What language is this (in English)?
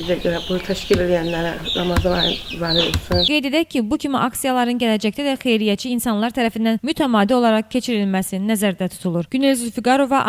Azerbaijani